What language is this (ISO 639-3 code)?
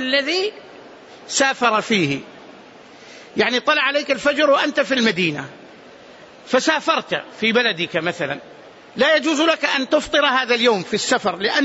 ara